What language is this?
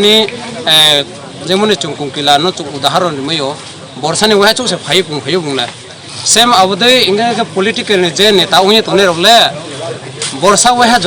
Riang (India)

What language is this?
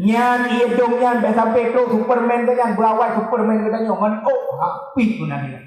Achinese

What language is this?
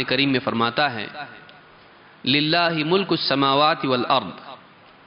Urdu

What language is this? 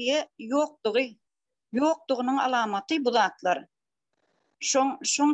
Turkmen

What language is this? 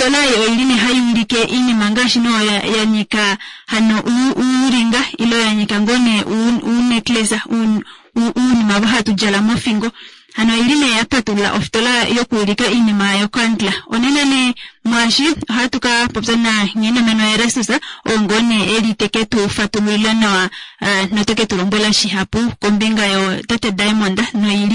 Kuanyama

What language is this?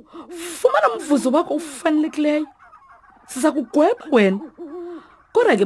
Xhosa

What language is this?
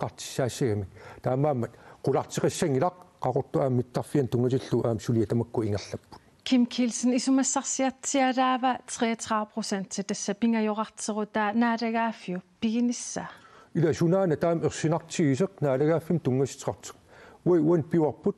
Kalaallisut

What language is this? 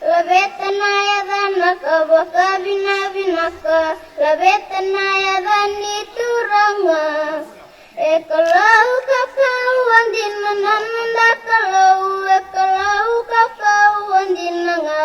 Fijian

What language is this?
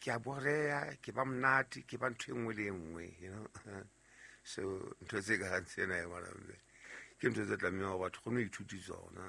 Southern Sotho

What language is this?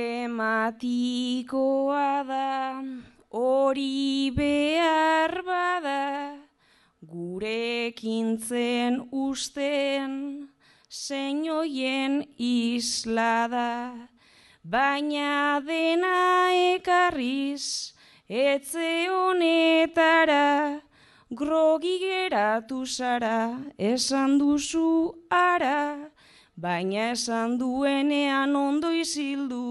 Basque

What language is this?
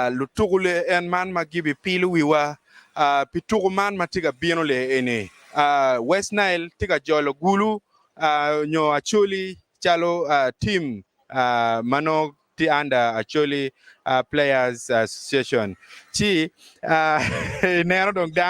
Acoli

